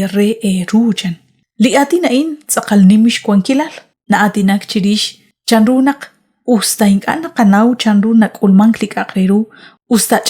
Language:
Kekchí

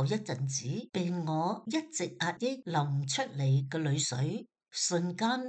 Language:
Cantonese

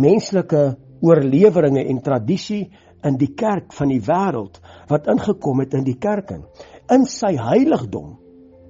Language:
Afrikaans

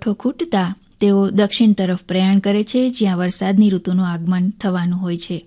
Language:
Gujarati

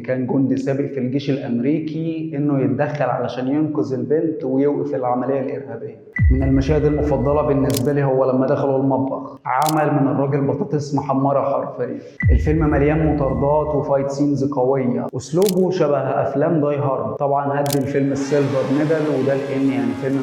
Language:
Egyptian Arabic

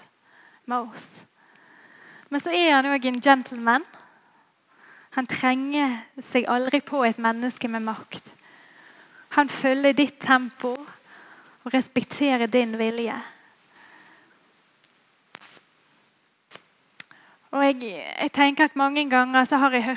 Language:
Norwegian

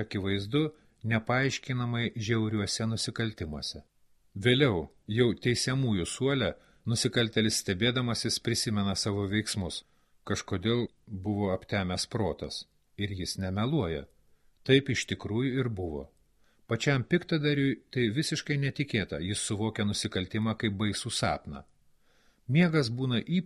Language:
Lithuanian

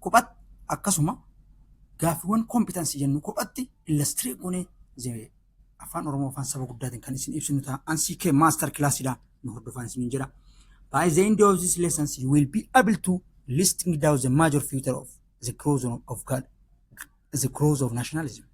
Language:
Oromo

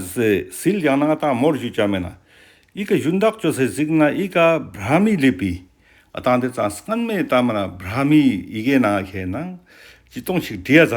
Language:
Ladakhi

